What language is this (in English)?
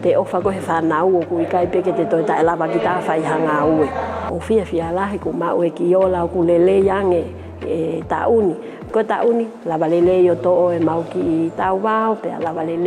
Tongan